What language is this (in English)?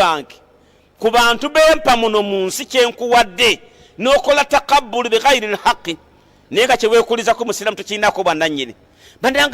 Ganda